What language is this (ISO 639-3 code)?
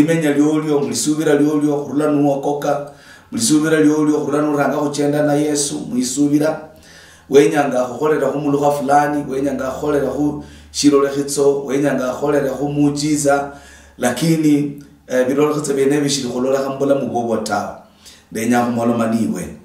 luy